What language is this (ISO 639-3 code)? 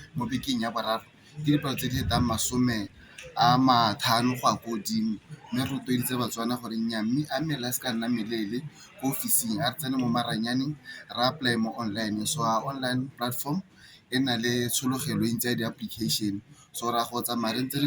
tsn